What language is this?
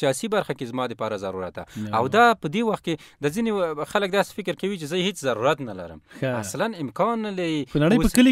Pashto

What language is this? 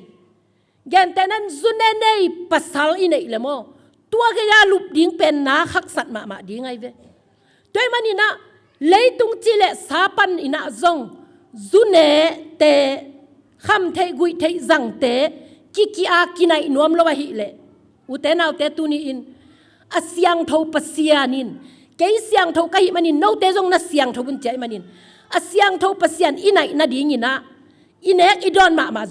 Tedim Chin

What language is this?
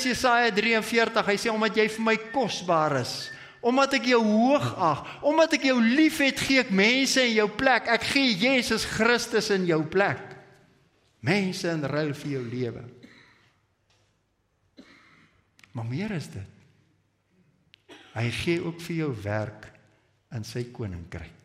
Afrikaans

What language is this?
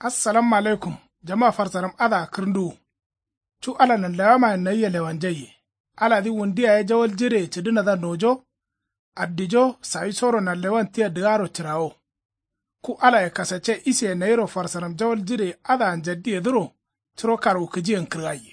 Kanuri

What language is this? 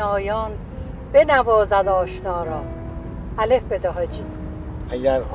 Tajik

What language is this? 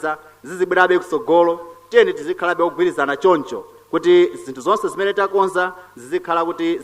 Nyanja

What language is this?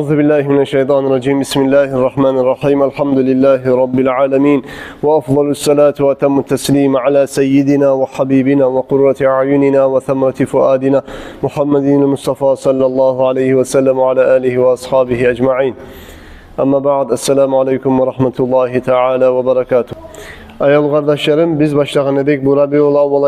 Kumyk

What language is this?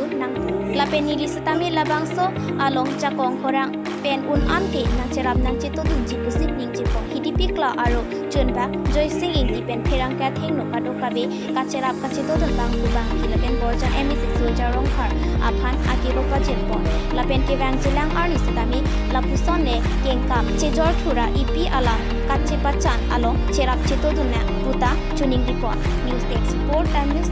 Karbi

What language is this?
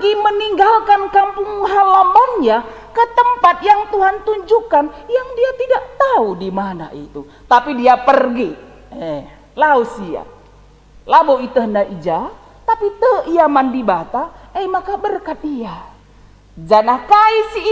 Batak Karo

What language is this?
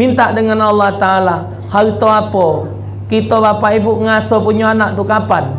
Musi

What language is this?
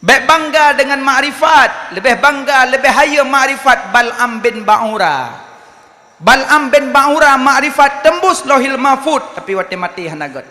Achinese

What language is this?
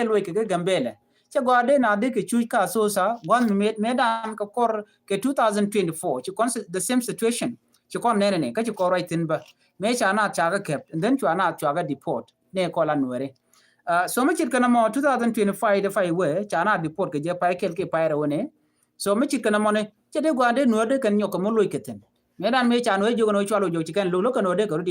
Nuer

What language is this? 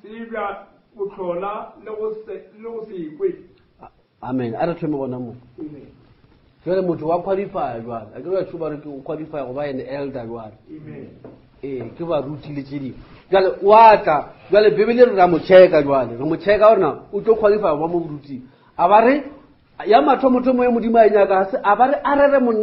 Northern Sotho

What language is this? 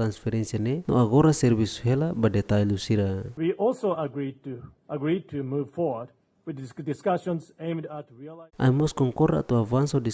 Tetum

